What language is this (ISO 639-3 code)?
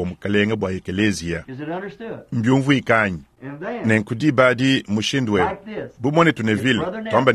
lua